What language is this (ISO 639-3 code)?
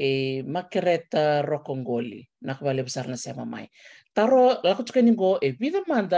fij